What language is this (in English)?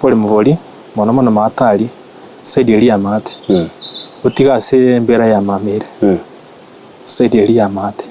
Gusii